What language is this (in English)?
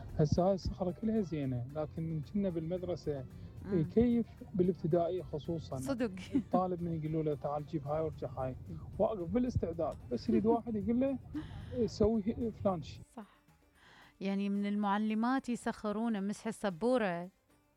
Mesopotamian Arabic